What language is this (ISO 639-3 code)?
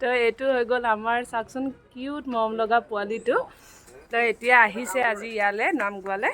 asm